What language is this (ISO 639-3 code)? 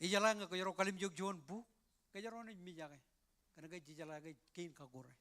mah